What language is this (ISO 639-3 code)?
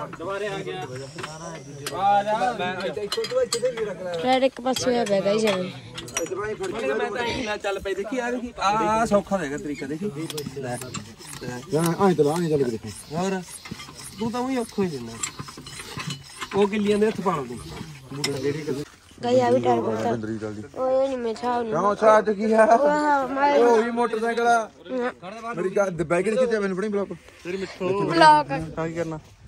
pan